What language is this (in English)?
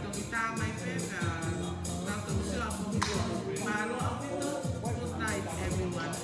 Tongan